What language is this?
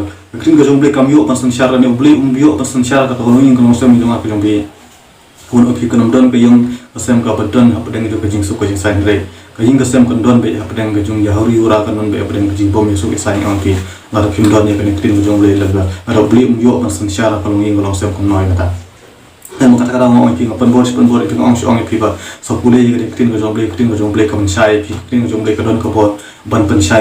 Khasi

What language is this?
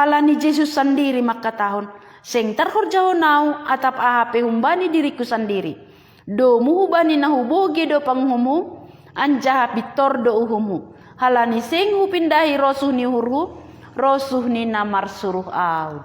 Batak Simalungun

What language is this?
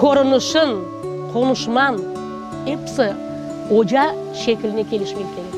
Crimean Tatar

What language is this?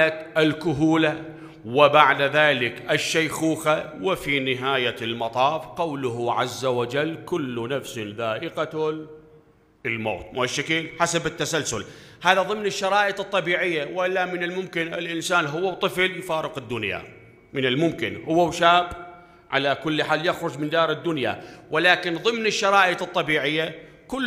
Mesopotamian Arabic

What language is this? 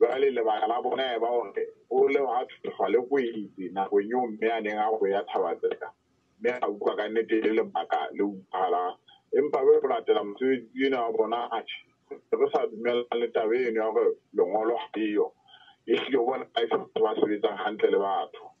Southern Sotho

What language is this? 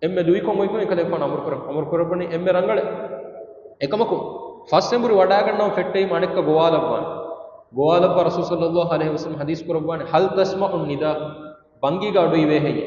Divehi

